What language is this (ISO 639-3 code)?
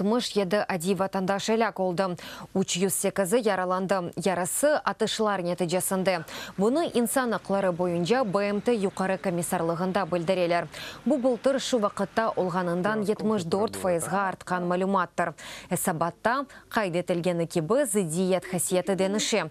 crh